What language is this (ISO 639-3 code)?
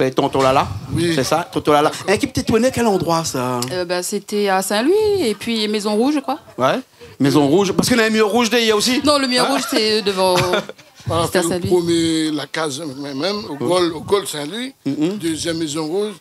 rcf